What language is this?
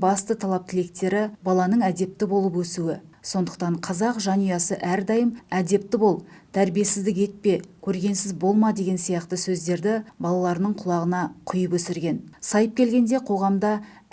Kazakh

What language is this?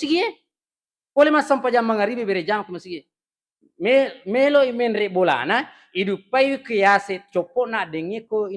Buginese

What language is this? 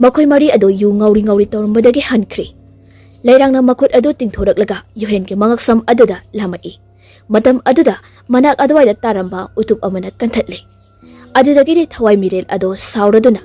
Manipuri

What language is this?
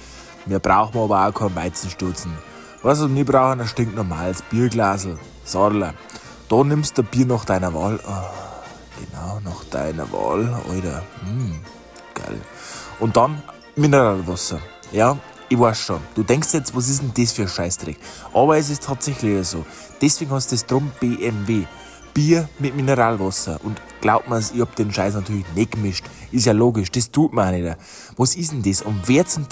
Bavarian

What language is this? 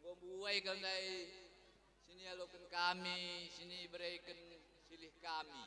Batak Karo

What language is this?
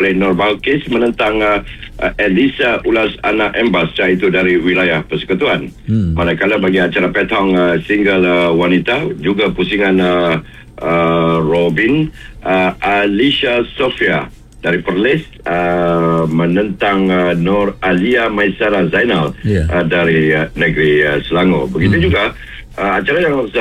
Malay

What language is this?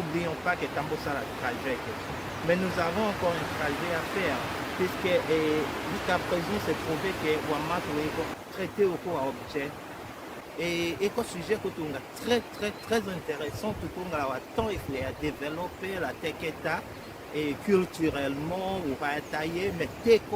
Tetela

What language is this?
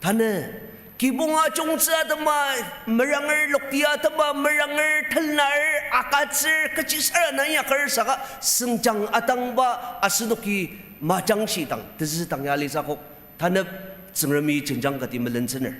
Ao Naga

